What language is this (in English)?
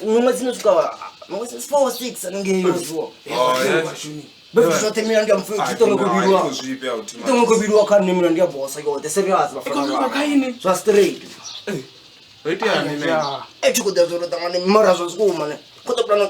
Venda